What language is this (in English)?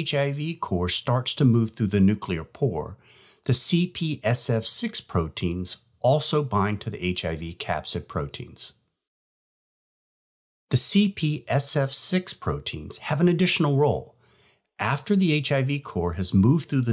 English